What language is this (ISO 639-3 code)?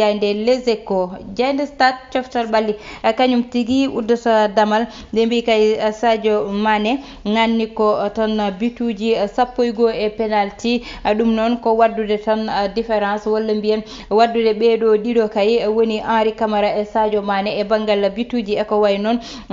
ful